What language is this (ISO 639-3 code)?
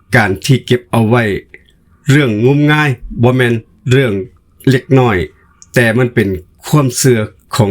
lao